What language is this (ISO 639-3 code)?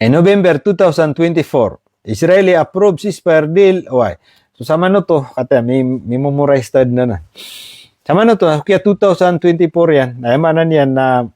mrw